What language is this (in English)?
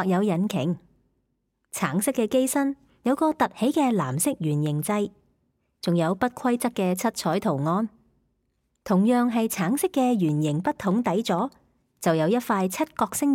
Cantonese